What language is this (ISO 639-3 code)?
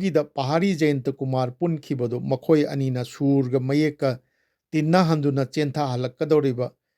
mni